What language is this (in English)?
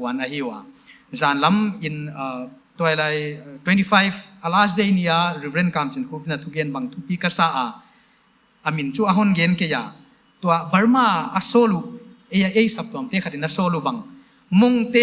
Paite Chin